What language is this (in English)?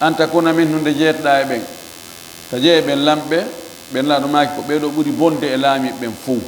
Fula